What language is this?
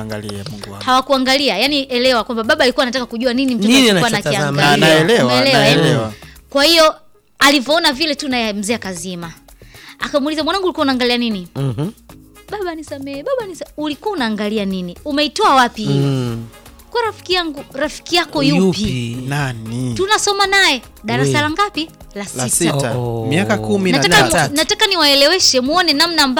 Swahili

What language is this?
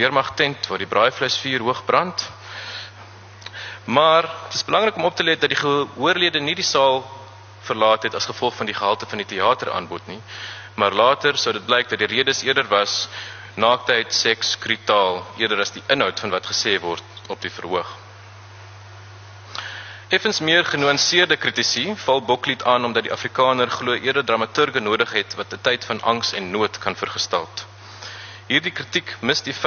Afrikaans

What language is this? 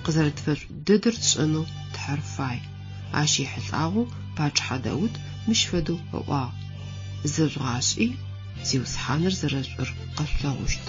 Adyghe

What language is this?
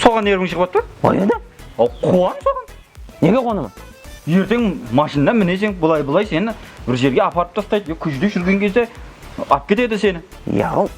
Kara-Kalpak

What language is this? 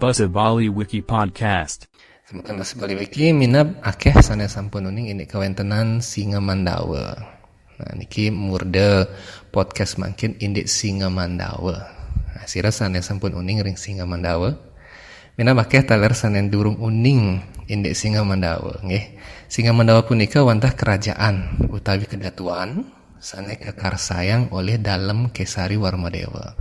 Balinese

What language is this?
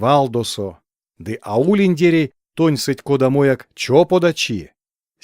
Erzya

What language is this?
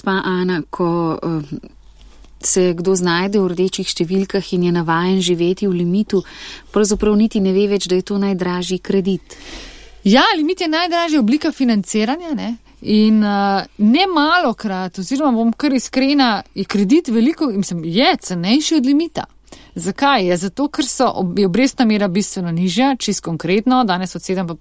Slovenian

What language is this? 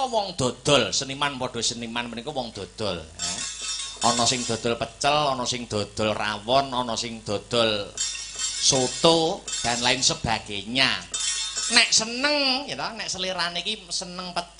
Javanese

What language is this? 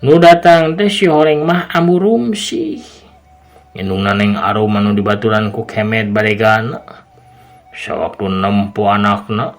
Sundanese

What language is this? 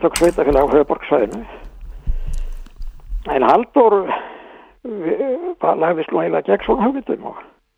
Icelandic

